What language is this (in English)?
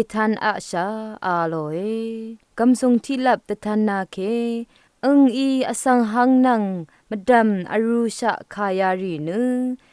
Rawang